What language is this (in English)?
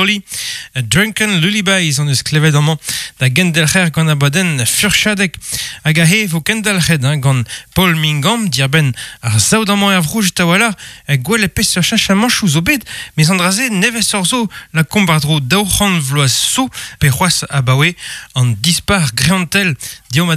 Breton